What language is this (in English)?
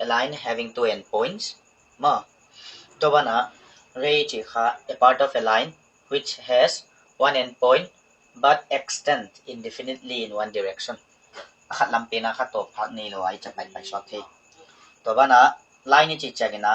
Paite Chin